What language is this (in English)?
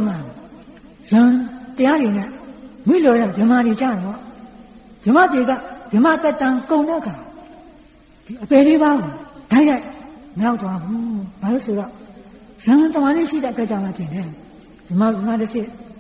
Burmese